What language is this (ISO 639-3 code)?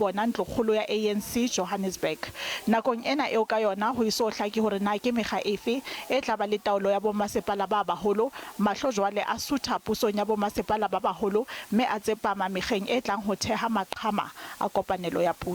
sot